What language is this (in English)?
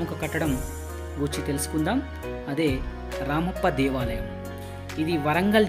Telugu